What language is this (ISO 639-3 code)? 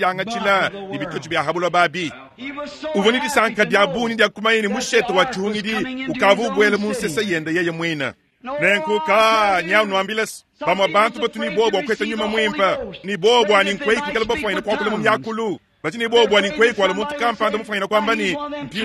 lua